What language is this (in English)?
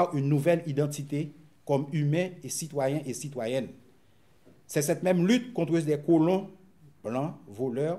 French